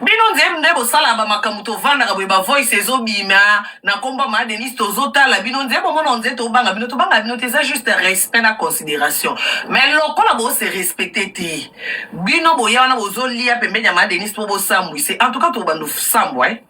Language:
Lingala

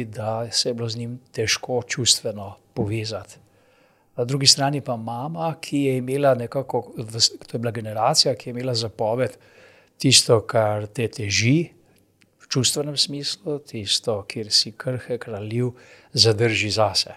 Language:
Slovenian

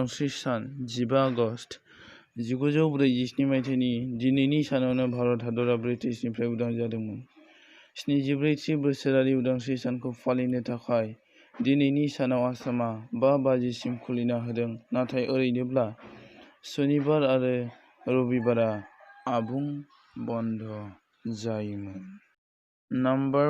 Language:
Bodo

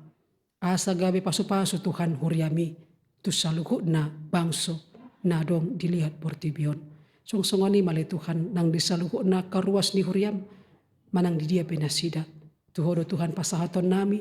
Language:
Batak Toba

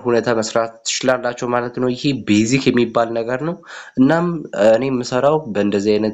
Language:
Amharic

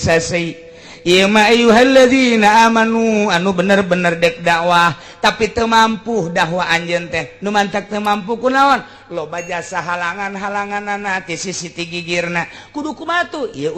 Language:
Sundanese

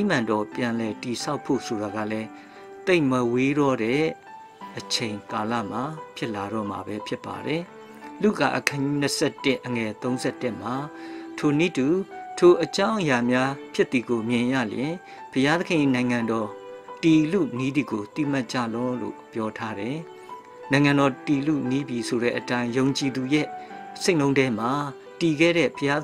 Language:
Burmese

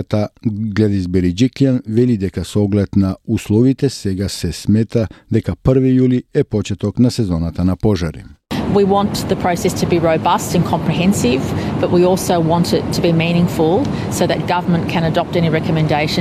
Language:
Macedonian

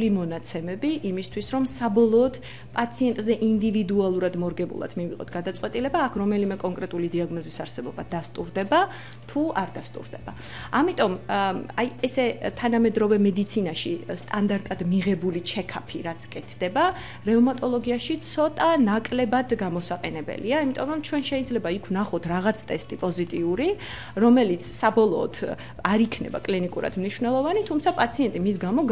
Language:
Georgian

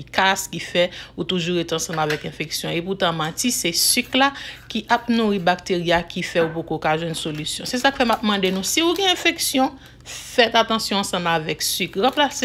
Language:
Haitian Creole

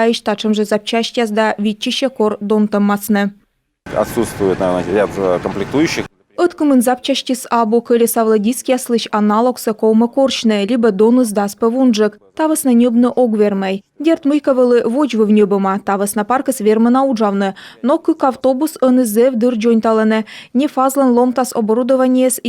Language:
Komi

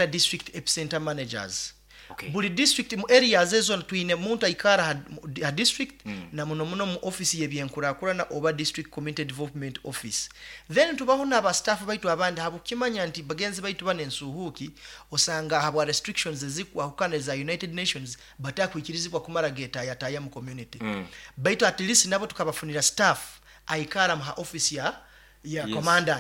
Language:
Nyoro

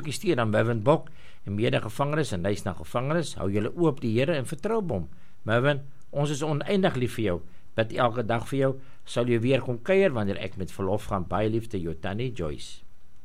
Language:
Afrikaans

